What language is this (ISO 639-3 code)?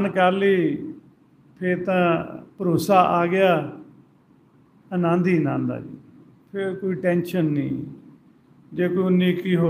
pan